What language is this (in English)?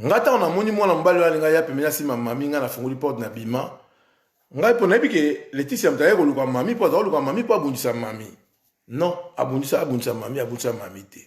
Lingala